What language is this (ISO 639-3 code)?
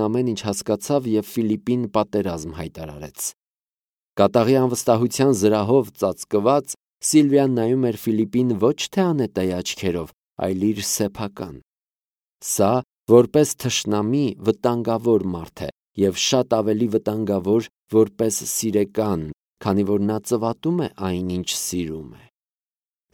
hye